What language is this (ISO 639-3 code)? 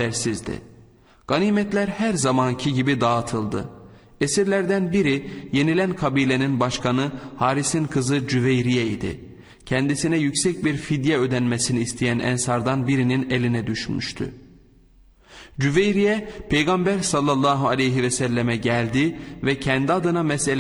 tur